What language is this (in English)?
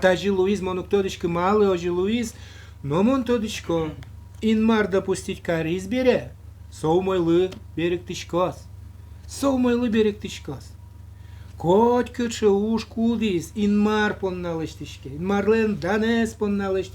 Udmurt